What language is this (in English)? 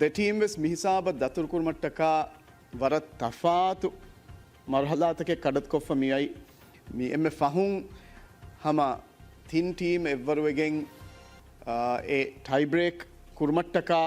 Divehi